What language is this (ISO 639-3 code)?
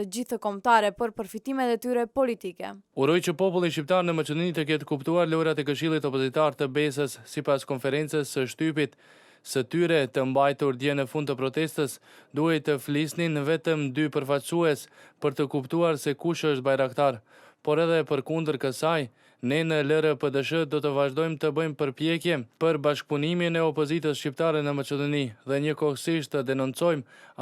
sqi